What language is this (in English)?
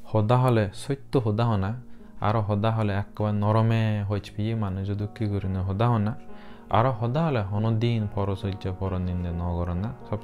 Chakma